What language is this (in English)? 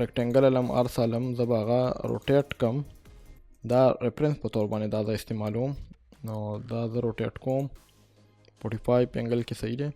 Pashto